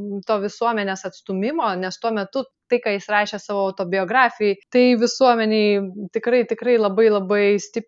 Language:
Lithuanian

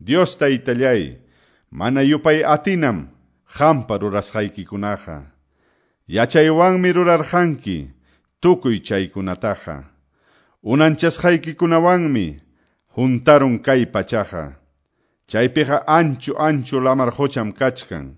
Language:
Quechua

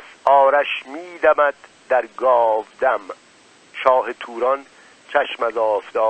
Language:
Persian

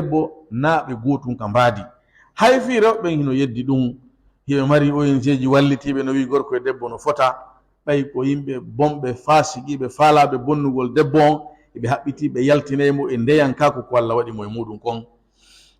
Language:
Fula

